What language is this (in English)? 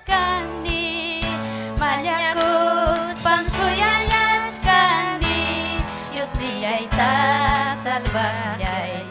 Ayacucho Quechua